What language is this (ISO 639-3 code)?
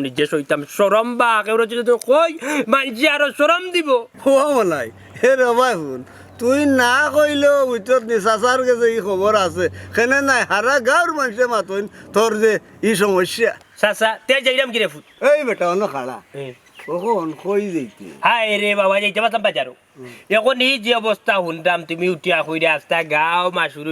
syl